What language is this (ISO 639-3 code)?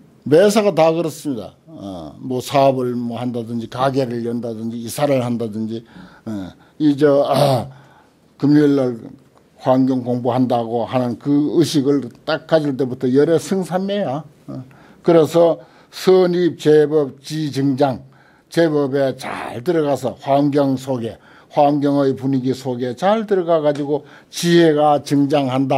kor